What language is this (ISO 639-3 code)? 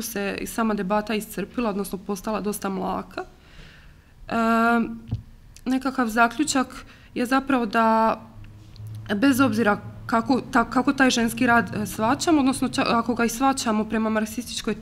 hrv